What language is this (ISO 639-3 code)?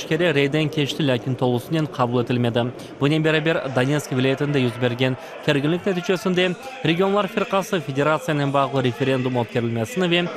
crh